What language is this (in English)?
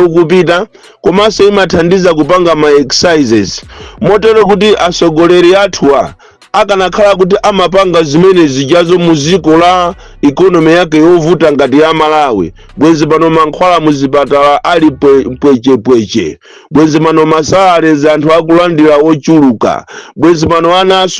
Nyanja